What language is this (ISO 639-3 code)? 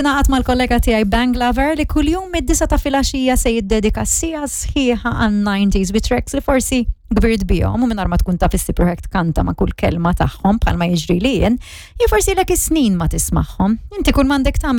mlt